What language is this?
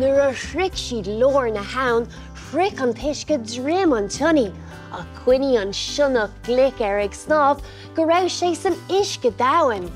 Irish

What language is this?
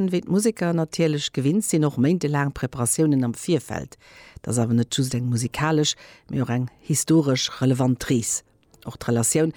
Luxembourgish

